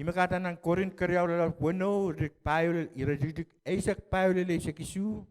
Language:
Pohnpeian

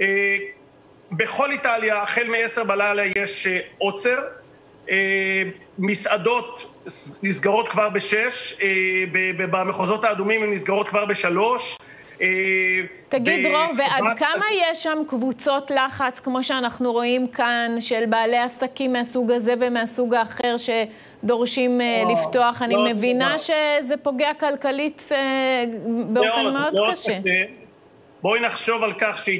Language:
Hebrew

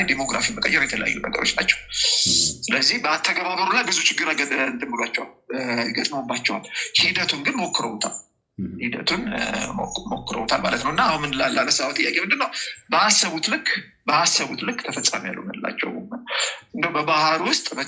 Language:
Amharic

